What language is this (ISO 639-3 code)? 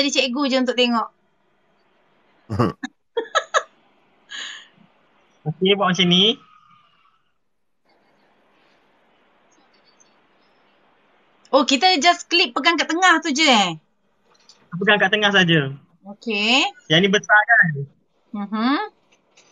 msa